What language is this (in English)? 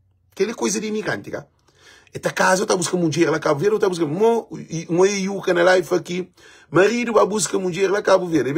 Kabuverdianu